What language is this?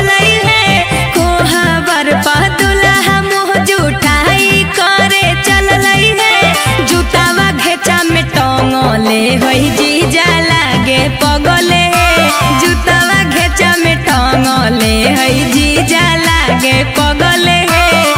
Magahi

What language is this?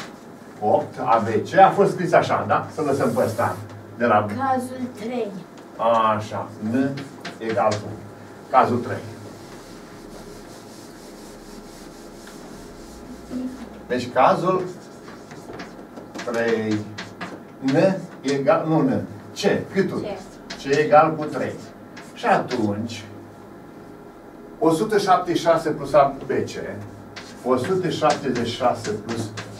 Romanian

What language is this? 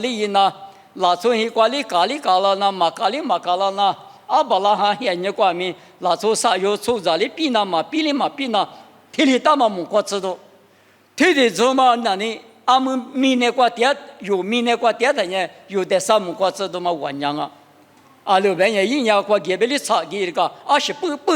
Lisu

